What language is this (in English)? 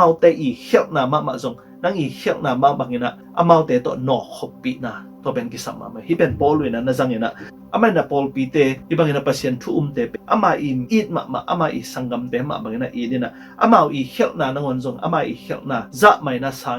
Tedim Chin